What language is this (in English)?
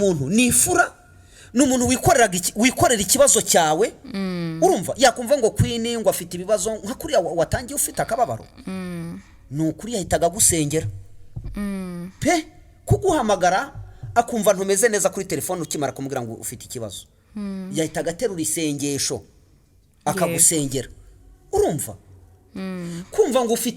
Kinyarwanda